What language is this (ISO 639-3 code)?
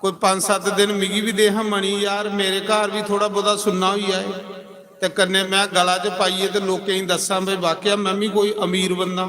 doi